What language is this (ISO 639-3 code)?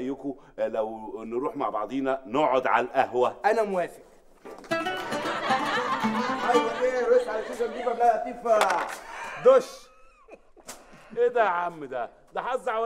arz